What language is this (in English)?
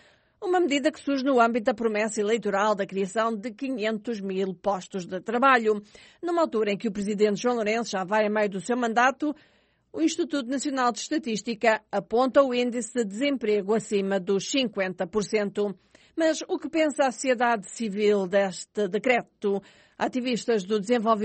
Portuguese